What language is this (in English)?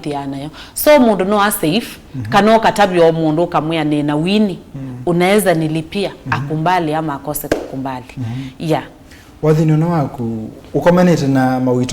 Kamba